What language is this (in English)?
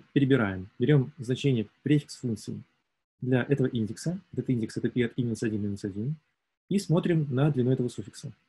Russian